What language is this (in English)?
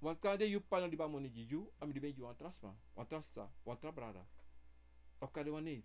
Sranan Tongo